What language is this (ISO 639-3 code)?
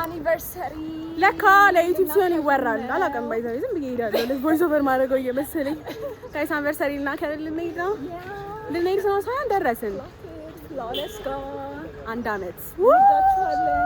amh